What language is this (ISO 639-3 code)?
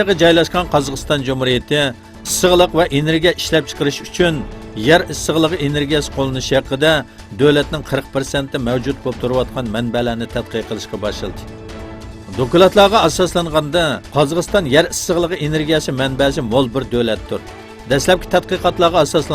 uig